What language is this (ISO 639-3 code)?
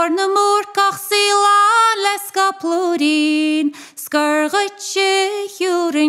gle